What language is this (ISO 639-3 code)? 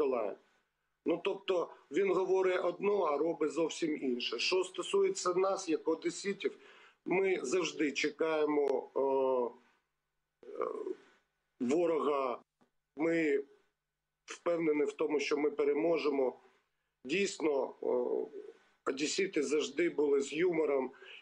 ukr